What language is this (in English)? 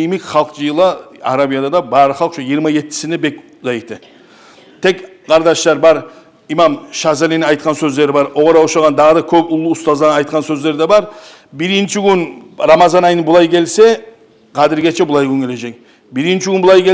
Kumyk